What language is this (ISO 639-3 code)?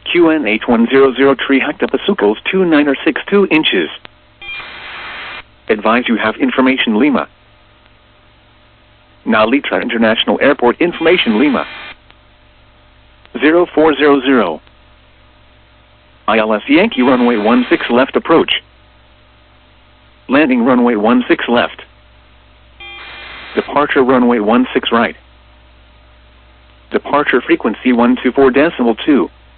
eng